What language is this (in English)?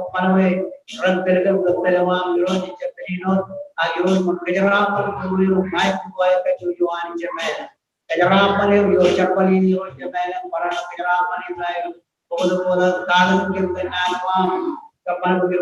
Marshallese